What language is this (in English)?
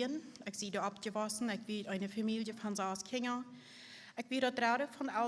Plautdietsch